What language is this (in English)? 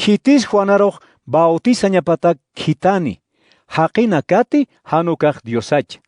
Aymara